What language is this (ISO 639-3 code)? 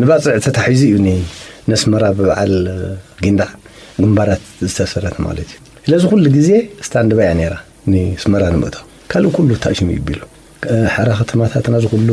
tir